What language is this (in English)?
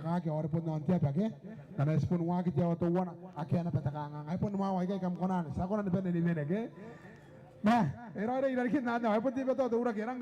Gilbertese